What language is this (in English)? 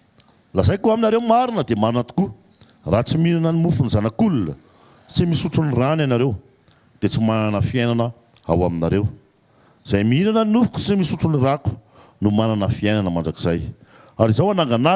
Malagasy